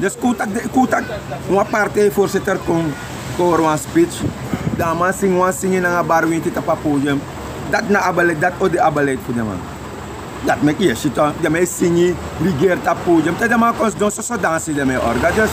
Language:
Sranan Tongo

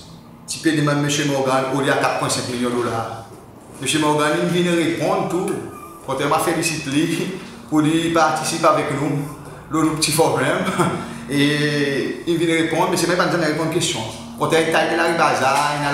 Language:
Seselwa Creole French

